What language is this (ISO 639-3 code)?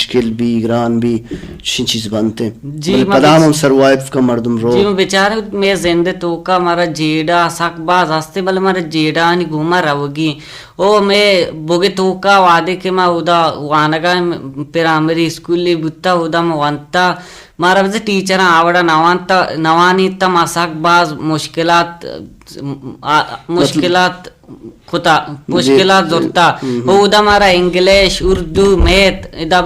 bal